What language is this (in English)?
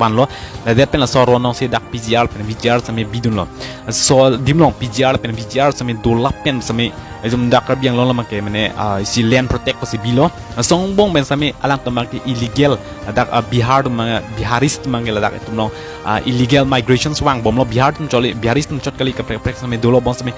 Karbi